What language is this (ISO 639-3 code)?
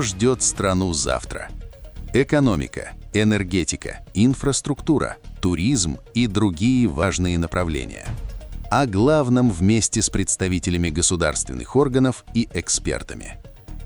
rus